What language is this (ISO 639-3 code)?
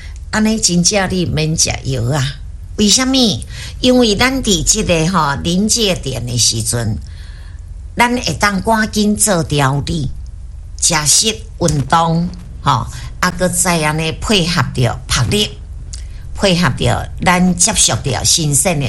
nan